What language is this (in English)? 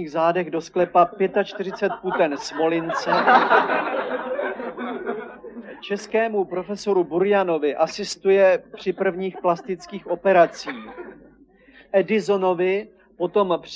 Czech